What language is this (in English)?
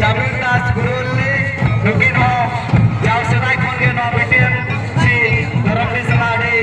Santali